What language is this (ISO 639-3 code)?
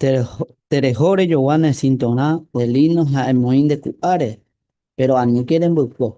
grn